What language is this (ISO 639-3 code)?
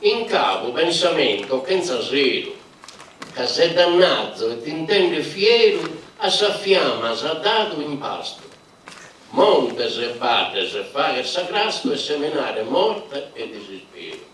srd